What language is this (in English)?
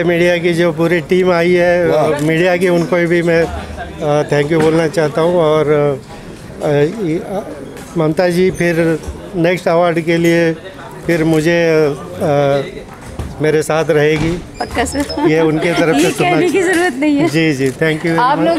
Hindi